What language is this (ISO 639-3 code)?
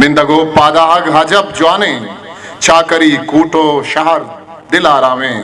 bgp